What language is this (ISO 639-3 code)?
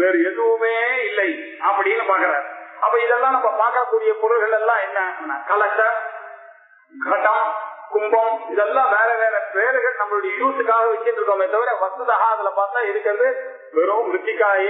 tam